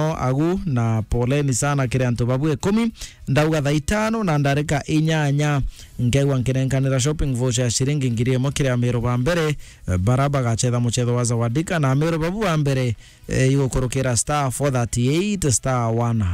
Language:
Meru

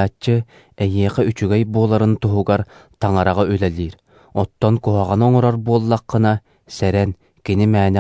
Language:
Yakut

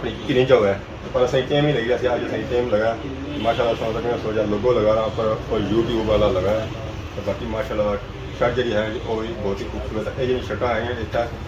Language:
Pahari-Potwari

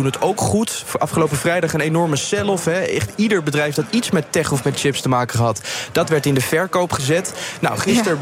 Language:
Dutch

